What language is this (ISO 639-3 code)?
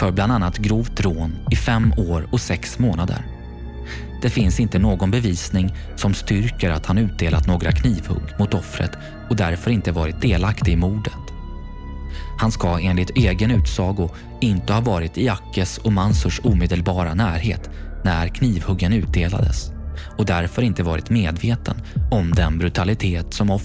swe